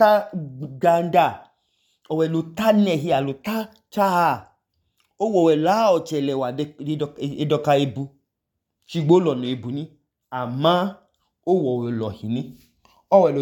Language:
Idoma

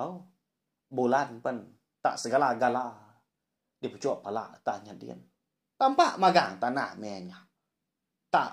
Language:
Iban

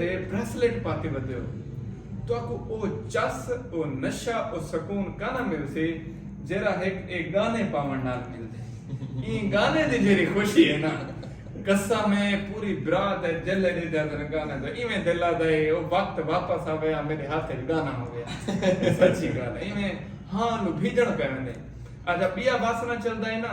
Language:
Saraiki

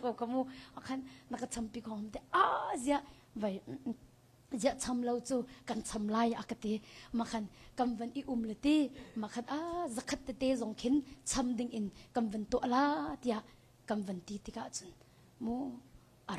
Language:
Hakha Chin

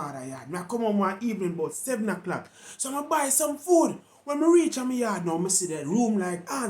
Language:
Jamaican Creole English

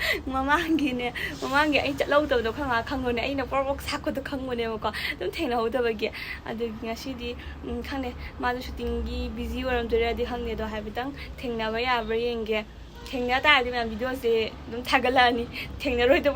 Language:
Manipuri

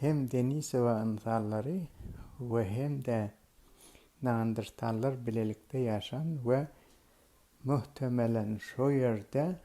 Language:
Turkmen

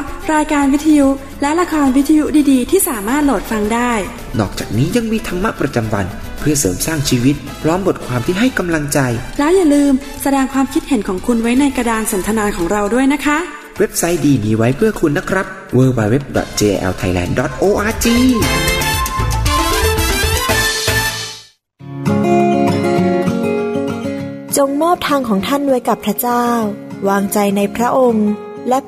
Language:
Thai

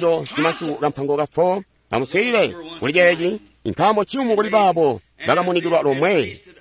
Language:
Tonga (Zambia)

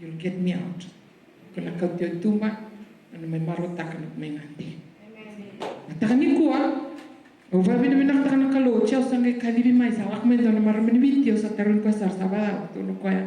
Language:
Fijian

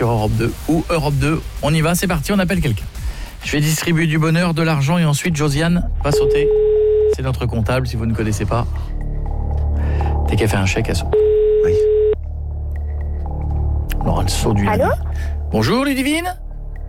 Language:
French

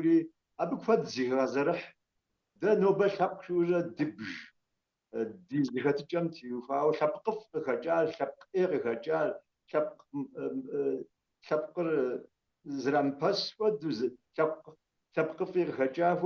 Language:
Kabardian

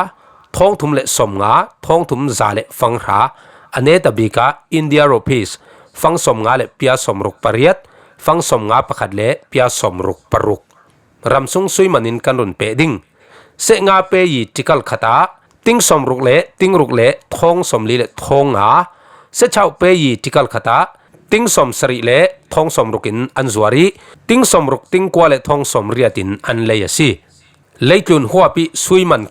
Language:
Falam Chin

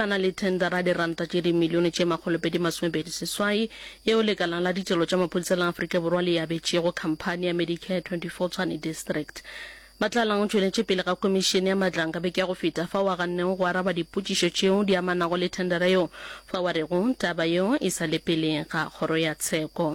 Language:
Northern Sotho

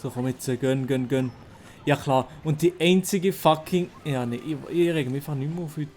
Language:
Swiss German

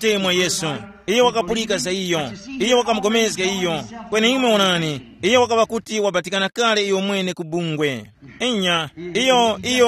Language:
Tumbuka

